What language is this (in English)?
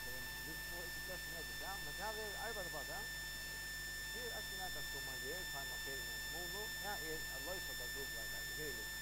Faroese